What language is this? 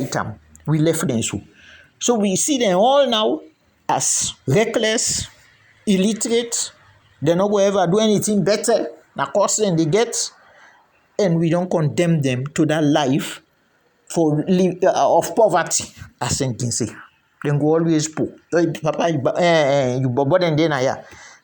Krio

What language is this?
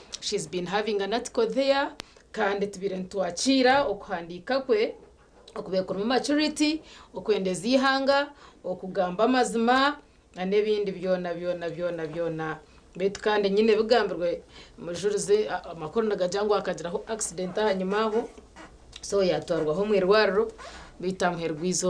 Nyankole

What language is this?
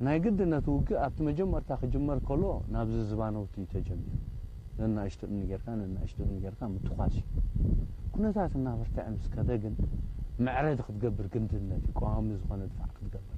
Tigrinya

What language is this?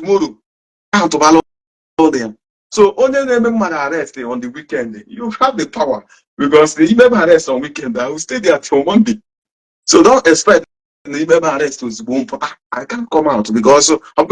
Igbo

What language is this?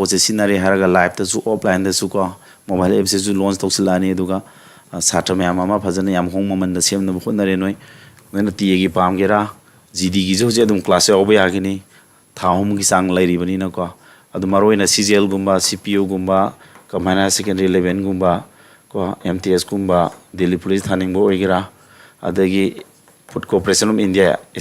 Manipuri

